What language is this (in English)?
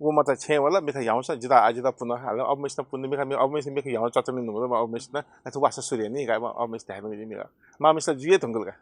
Newari